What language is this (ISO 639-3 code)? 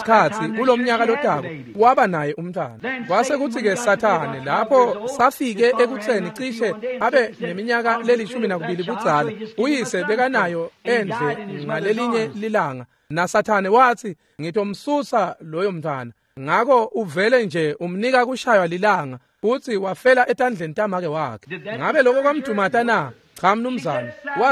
ssw